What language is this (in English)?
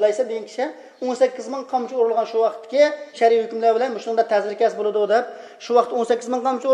Uyghur